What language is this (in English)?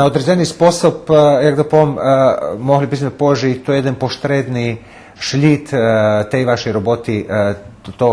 Rusyn